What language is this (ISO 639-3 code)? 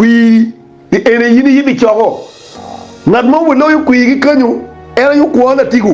ach